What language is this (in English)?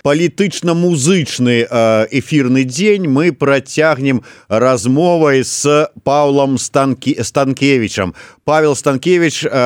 Belarusian